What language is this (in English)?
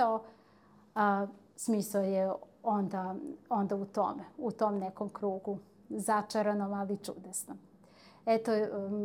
Serbian